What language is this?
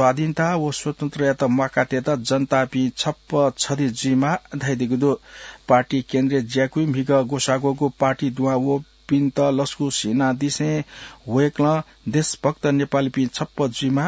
Newari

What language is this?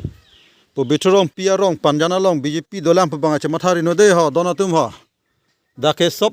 Karbi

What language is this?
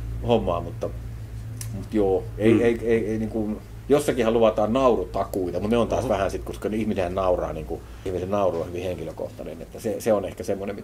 Finnish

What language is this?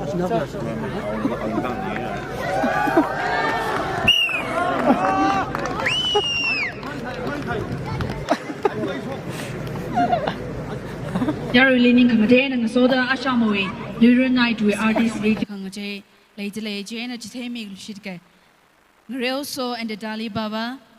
Tangkhul Naga (India)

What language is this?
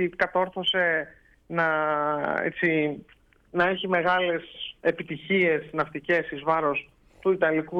Greek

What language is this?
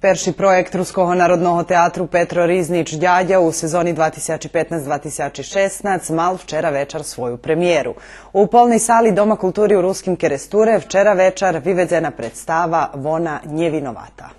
Rusyn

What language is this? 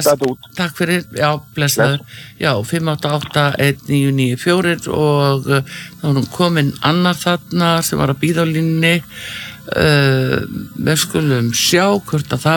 Icelandic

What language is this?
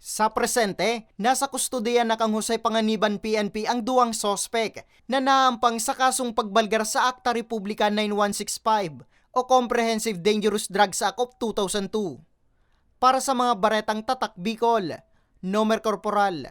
Bikol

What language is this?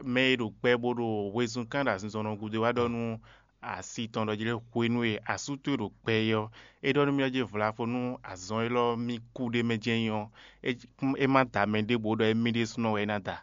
Fon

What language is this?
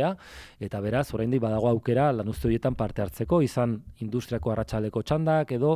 Basque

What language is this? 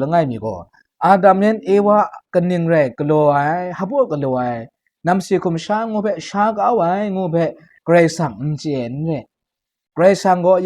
Kachin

